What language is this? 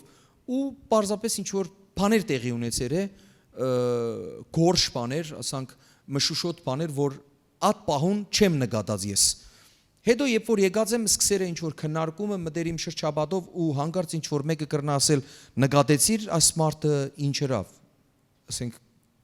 Western Armenian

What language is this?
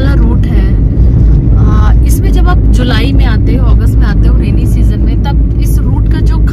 Hindi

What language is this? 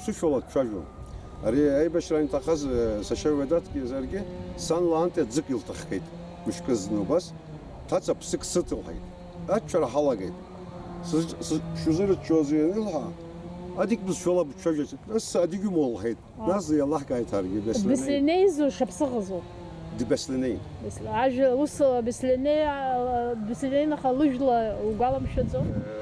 Abkhazian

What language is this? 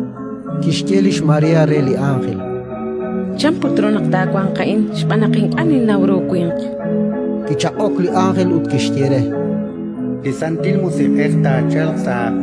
Kekchí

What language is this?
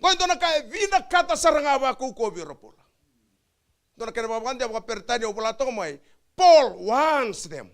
Fijian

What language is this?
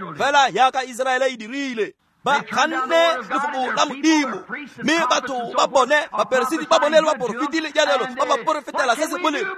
Tswana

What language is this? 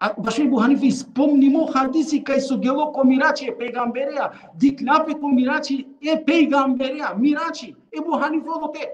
Balkan Romani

